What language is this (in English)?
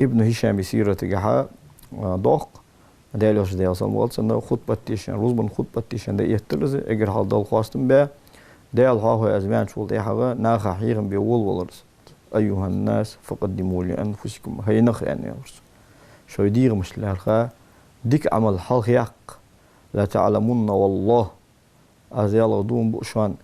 Ingush